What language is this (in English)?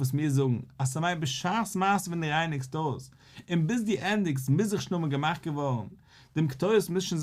Yiddish